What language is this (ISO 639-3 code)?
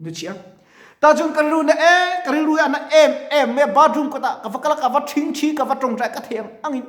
lus